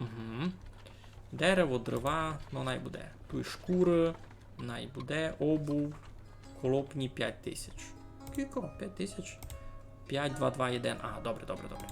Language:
Rusyn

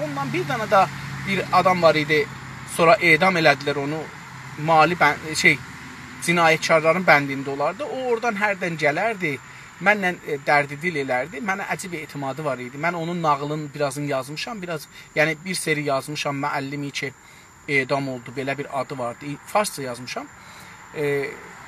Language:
South Azerbaijani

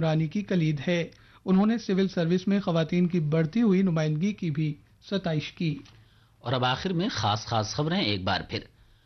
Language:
Urdu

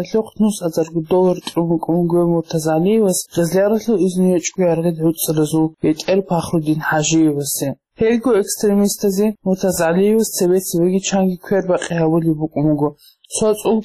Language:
Avaric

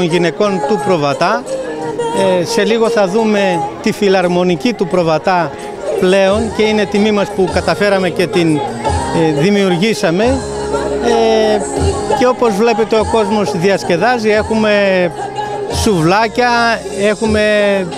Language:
Greek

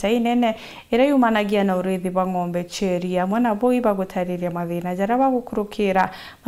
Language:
Meru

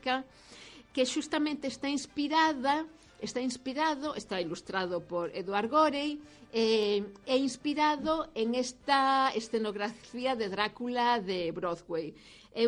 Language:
Galician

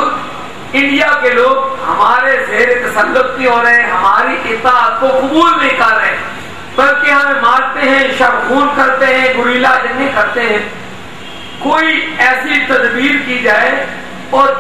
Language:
Urdu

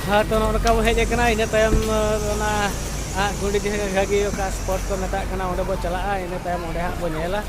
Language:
Santali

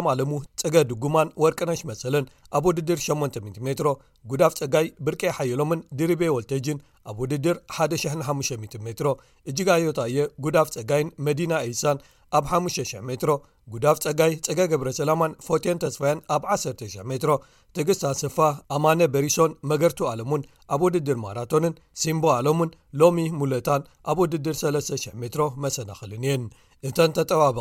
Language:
Tigrinya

